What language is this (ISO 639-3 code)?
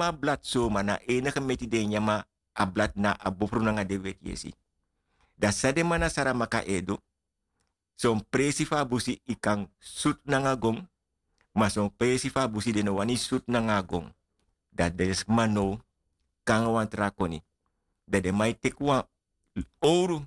srn